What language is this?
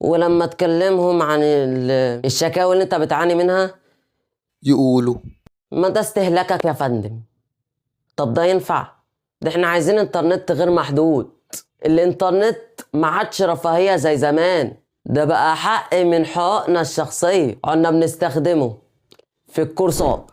Egyptian Arabic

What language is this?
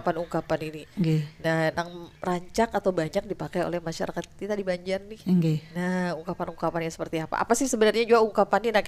Banjar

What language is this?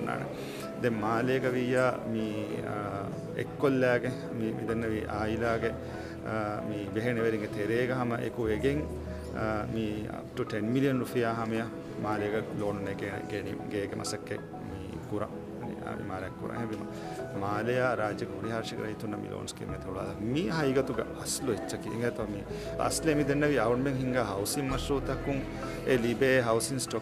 Divehi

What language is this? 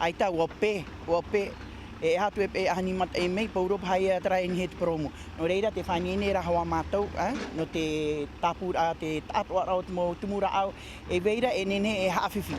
Tahitian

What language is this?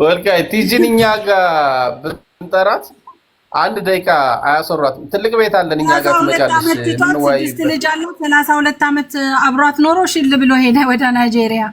Amharic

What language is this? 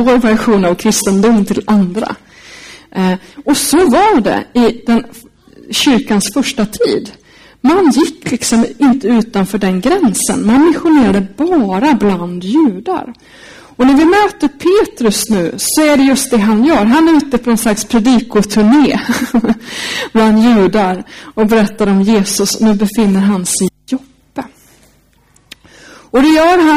Swedish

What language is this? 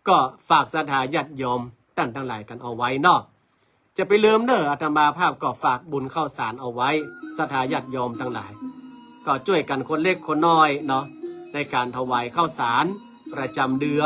Northern Thai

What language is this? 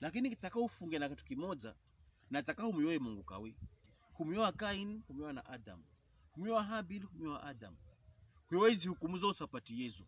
Pokomo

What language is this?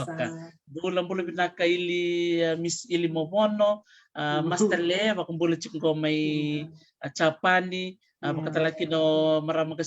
Fijian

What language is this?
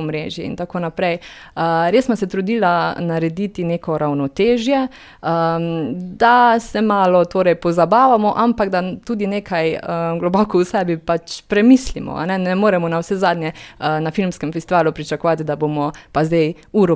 Slovenian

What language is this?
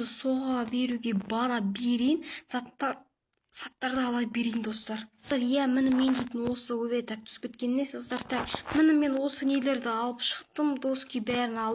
Kazakh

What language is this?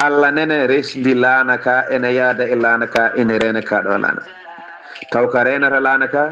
Fula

